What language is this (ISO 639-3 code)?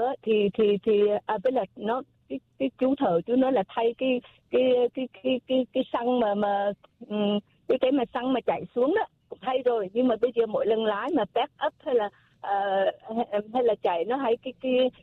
vie